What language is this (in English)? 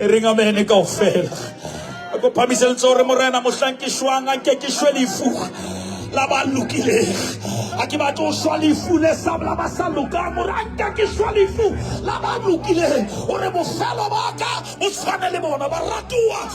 Southern Sotho